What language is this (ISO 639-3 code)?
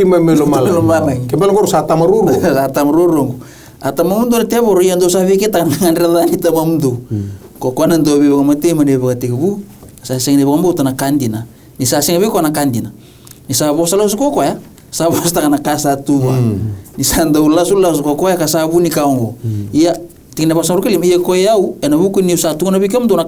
fij